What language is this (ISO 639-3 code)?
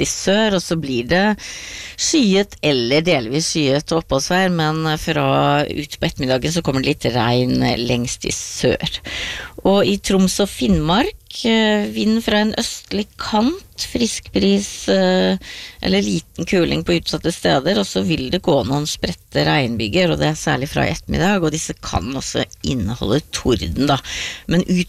nor